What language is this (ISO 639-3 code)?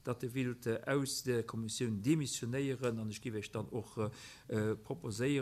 ltz